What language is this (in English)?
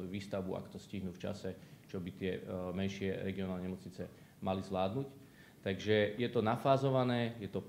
Slovak